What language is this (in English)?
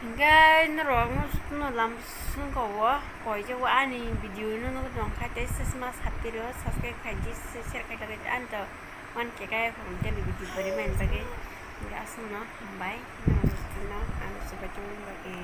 Kok Borok